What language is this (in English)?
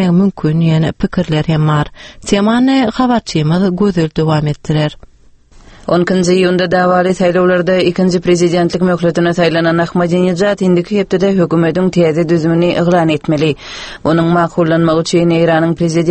Turkmen